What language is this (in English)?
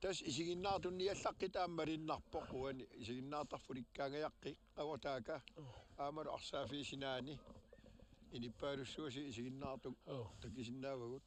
Kalaallisut